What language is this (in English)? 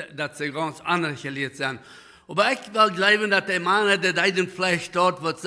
Plautdietsch